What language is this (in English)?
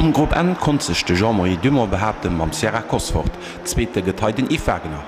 Luxembourgish